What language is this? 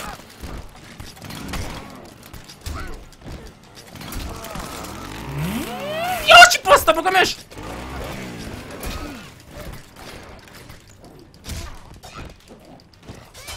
Romanian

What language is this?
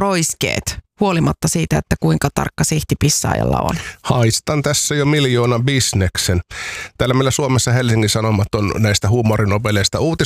Finnish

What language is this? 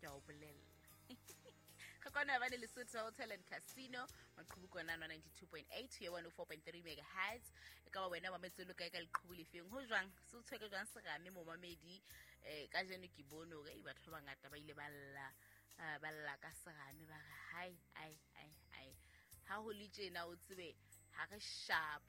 Southern Sotho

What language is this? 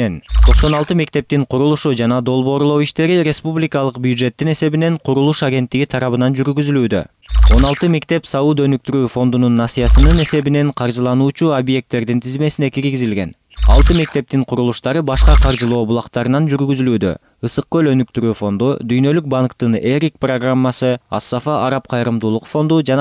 Kyrgyz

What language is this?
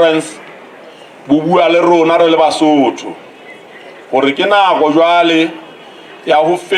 Southern Sotho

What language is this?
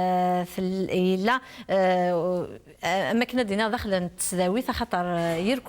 Kabyle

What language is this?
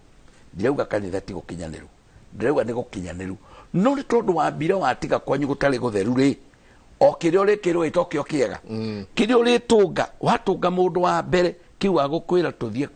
Kikuyu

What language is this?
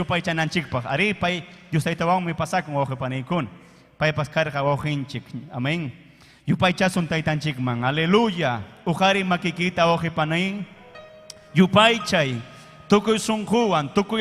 Ayacucho Quechua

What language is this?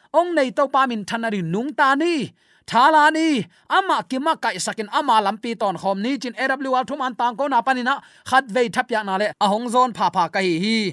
Tedim Chin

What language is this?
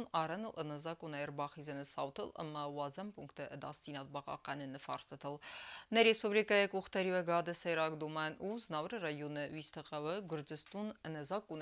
Ossetic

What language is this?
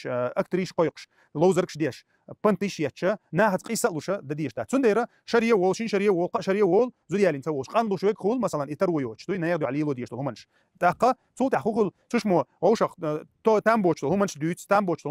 Chechen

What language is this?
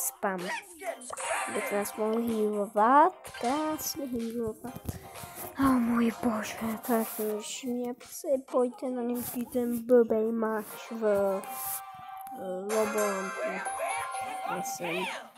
Czech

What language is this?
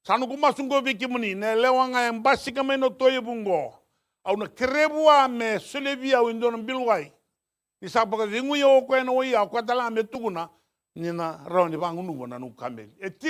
Fijian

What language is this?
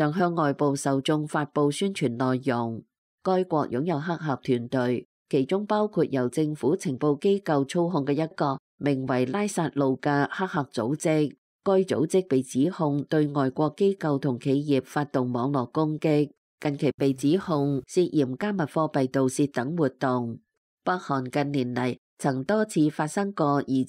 Cantonese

